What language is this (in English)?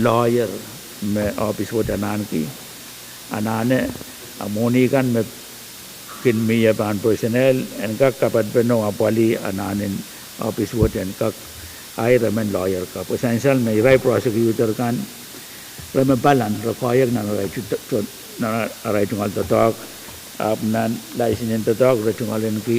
Pohnpeian